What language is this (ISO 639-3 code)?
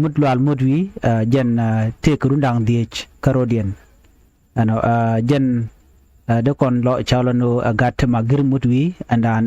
nus